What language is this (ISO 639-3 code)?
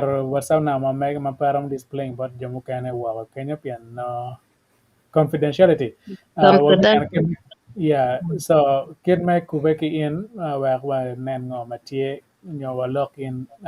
ach